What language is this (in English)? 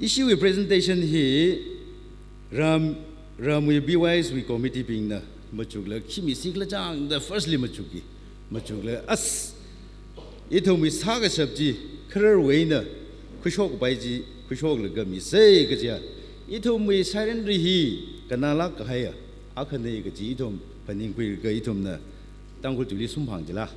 Tangkhul Naga (India)